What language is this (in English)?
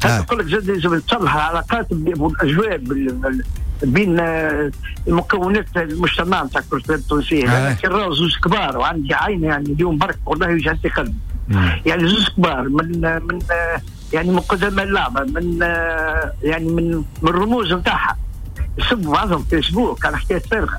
Tunisian Arabic